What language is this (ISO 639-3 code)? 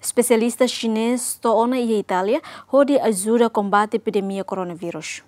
tet